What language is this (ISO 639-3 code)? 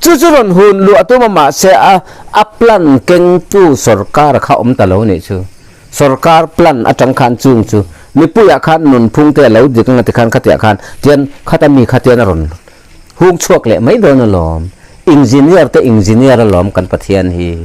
lus